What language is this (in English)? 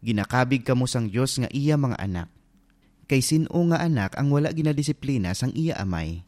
Hiligaynon